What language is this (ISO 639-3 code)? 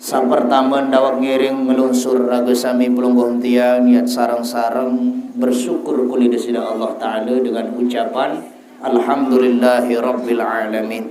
sas